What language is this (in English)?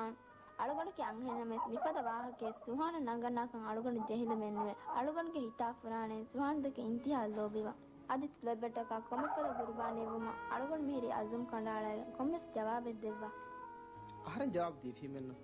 Divehi